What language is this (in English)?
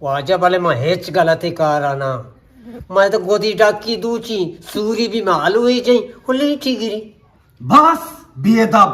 Eastern Balochi